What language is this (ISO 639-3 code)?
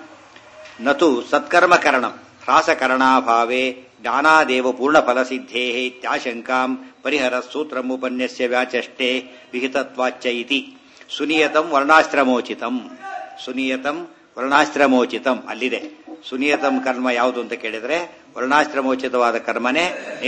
kan